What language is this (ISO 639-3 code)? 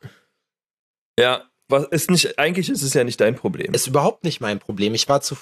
deu